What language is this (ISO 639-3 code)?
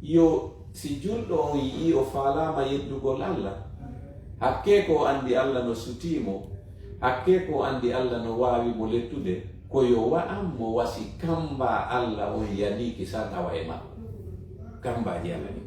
ful